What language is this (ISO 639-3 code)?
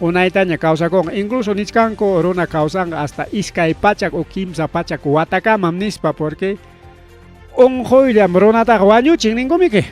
quy